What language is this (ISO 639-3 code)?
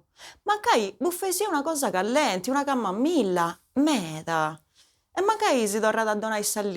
srd